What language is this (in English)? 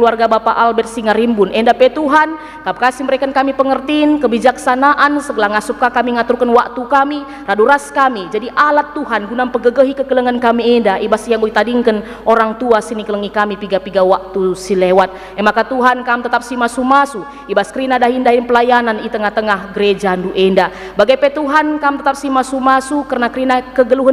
Batak Karo